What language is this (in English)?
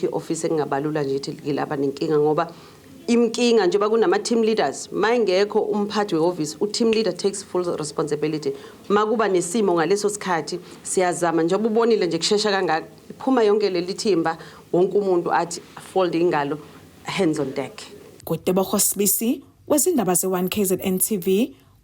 Zulu